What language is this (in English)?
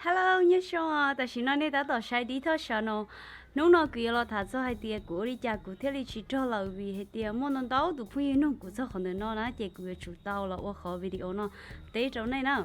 Hmong